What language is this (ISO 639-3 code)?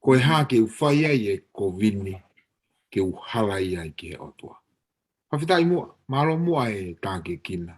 ton